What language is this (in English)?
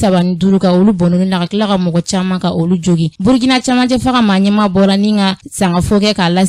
Bambara